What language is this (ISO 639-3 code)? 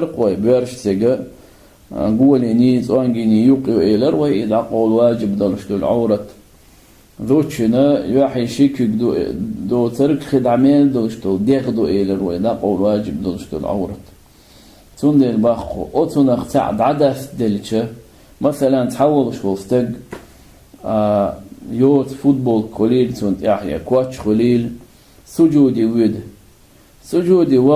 che